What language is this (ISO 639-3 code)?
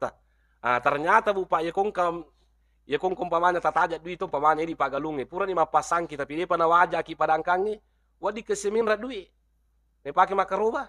bug